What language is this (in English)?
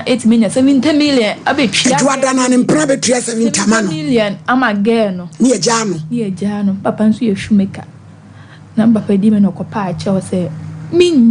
Akan